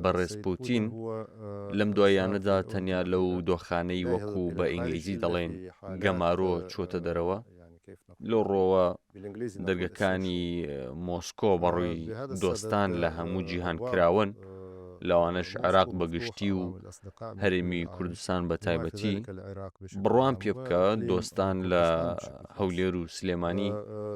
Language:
Central Kurdish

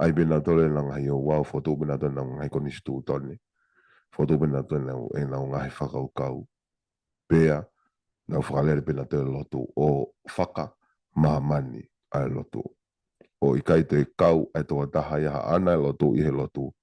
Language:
Tongan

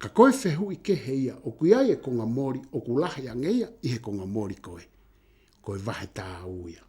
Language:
Tongan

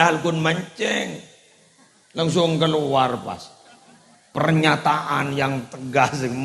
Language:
Madurese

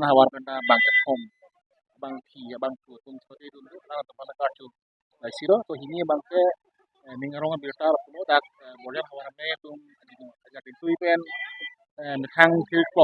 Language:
Karbi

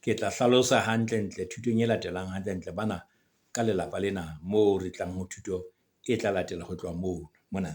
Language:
Southern Sotho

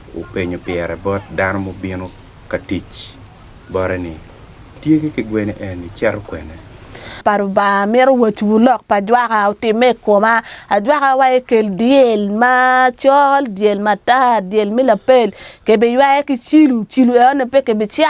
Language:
Acoli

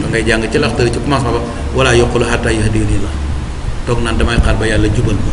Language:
Wolof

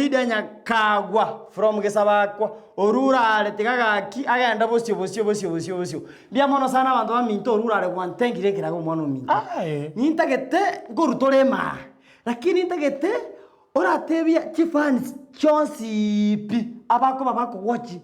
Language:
Gusii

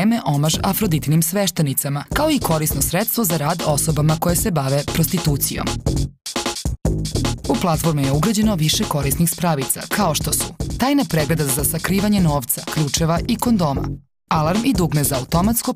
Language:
Serbian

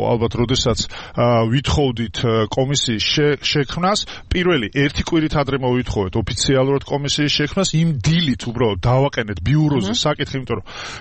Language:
Georgian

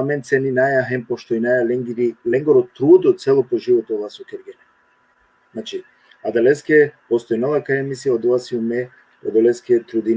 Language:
Balkan Romani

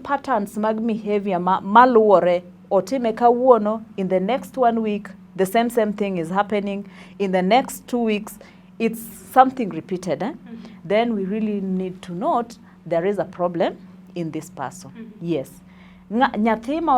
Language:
Luo (Kenya and Tanzania)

